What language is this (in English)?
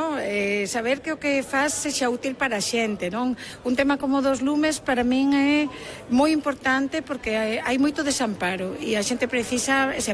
Galician